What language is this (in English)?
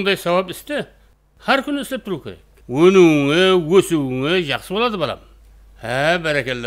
Kara-Kalpak